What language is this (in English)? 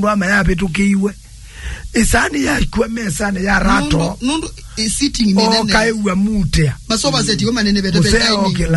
Kamba